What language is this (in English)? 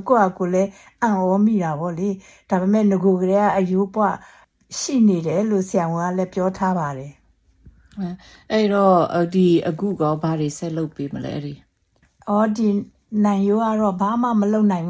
Burmese